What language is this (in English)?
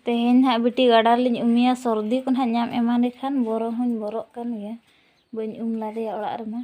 Santali